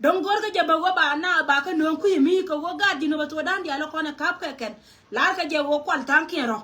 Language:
Nuer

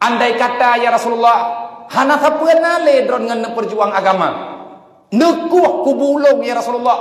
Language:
Achinese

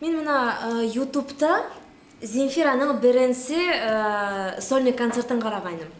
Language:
Bashkir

